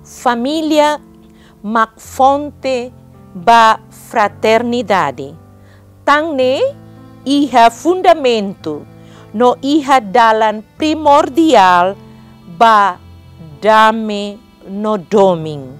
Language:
Tetum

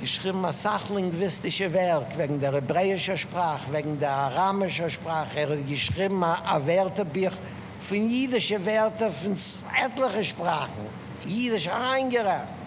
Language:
Yiddish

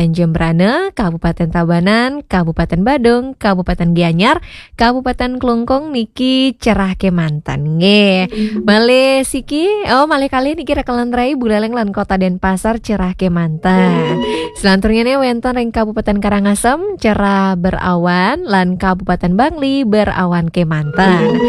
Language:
Balinese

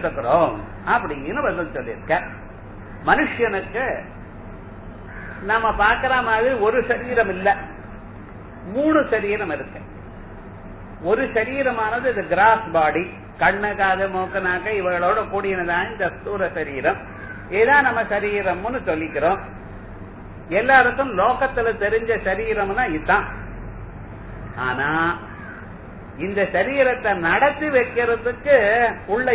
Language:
Tamil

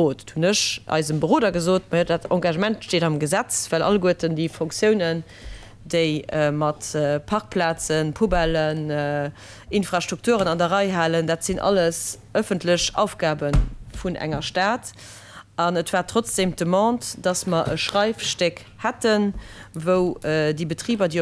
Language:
Luxembourgish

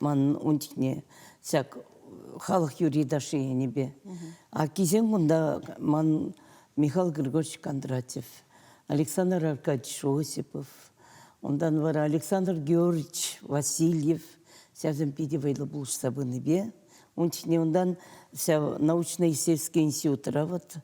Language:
Chuvash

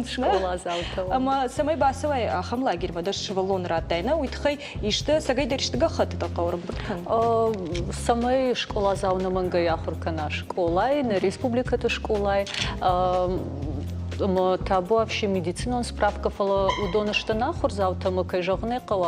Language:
Ossetic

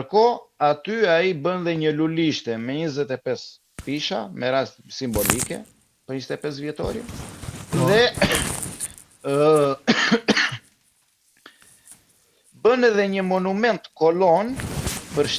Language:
Albanian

